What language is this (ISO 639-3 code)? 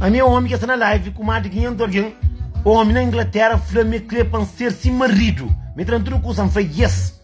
kea